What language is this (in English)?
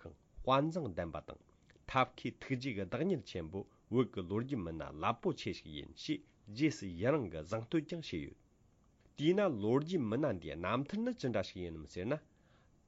Tibetan